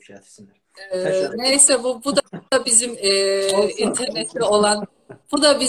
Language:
South Azerbaijani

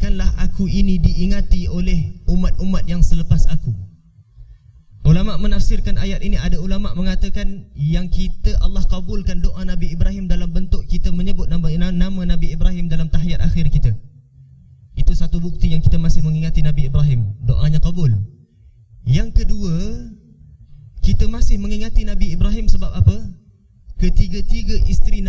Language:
Malay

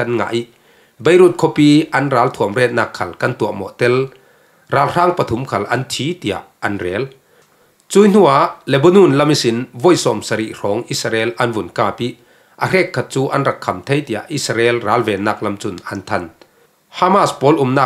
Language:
Falam Chin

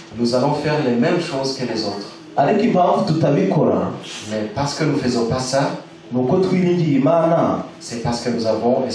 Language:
Kinyarwanda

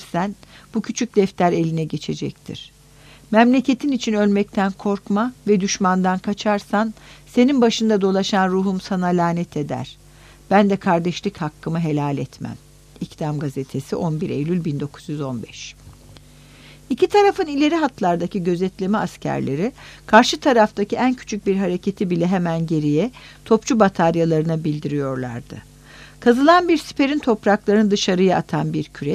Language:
Turkish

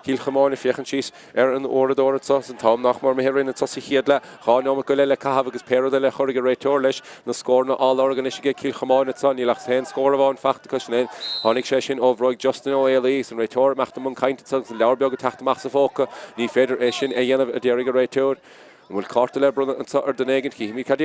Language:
Irish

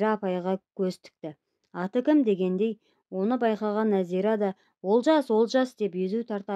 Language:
Kazakh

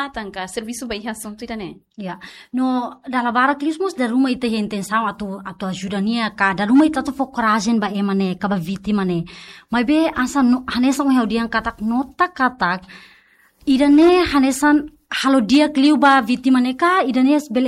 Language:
Tetum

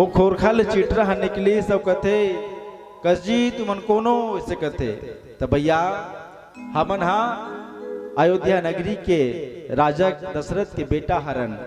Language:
Chhattisgarhi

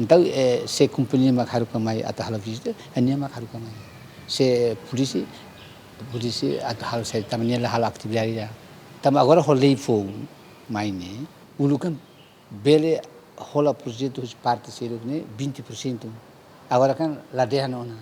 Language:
Tetum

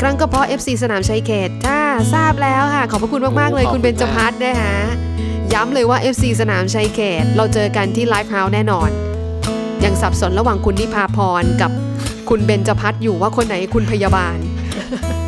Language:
Thai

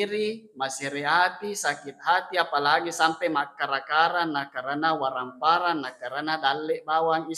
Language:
Buginese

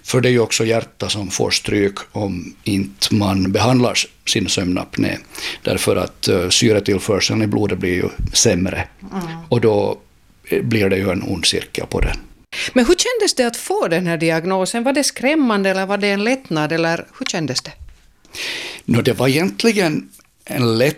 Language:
Swedish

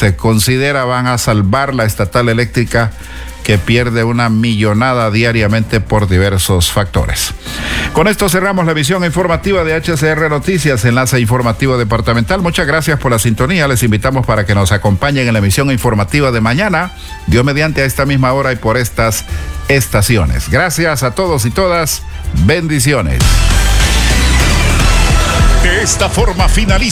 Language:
Spanish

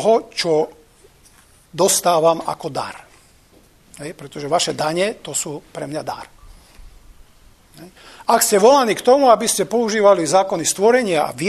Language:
Slovak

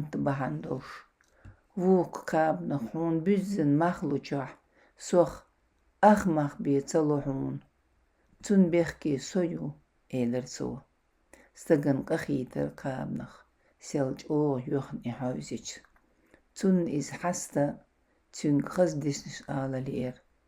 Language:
Chechen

